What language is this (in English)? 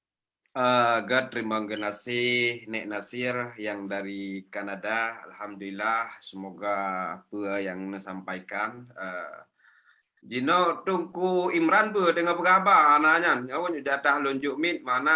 Achinese